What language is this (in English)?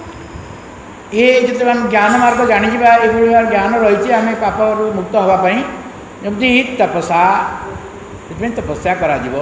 Odia